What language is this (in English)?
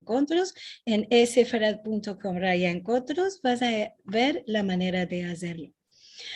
Ladino